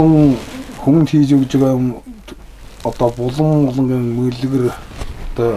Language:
Mongolian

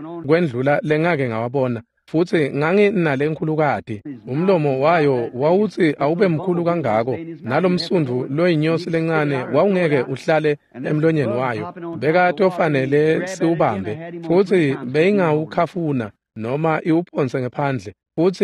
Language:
Swati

